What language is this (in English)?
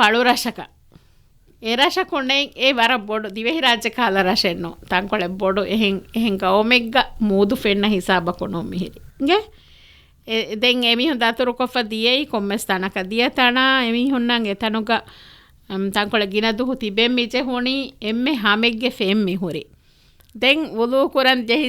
Divehi